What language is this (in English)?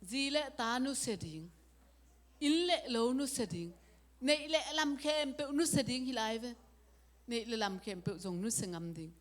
Tedim Chin